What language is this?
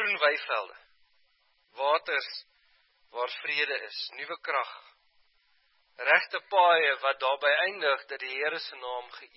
Afrikaans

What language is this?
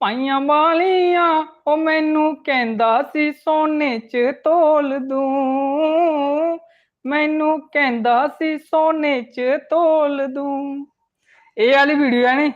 Dogri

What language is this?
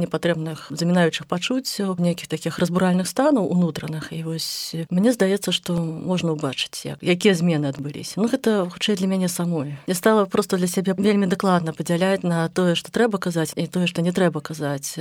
Belarusian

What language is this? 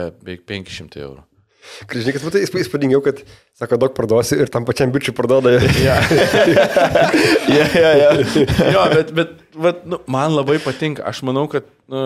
Lithuanian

